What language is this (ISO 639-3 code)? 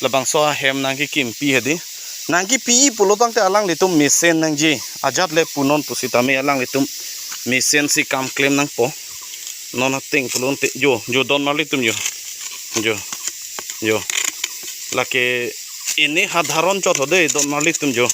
mjw